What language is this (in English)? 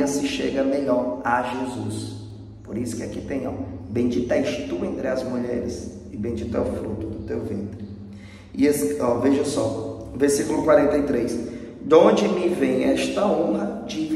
Portuguese